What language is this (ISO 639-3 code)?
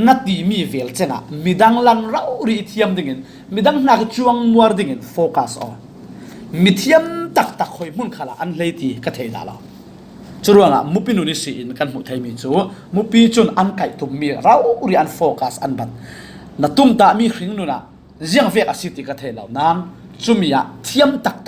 cfm